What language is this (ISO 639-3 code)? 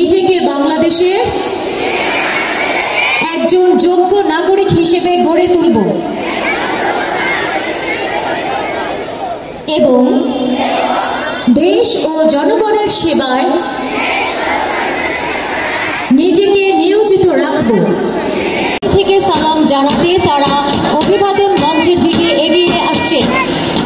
ben